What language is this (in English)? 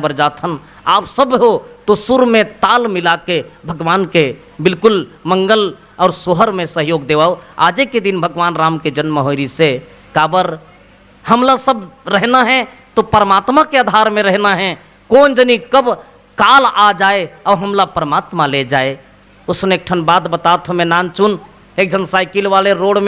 Chhattisgarhi